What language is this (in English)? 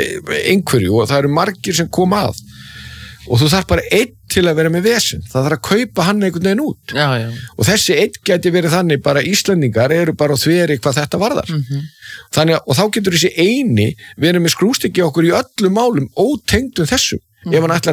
Icelandic